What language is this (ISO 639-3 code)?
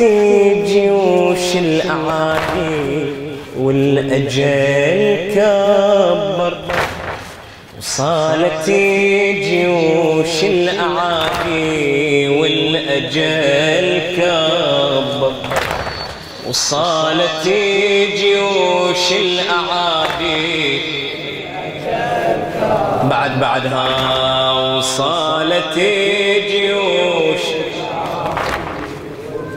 ara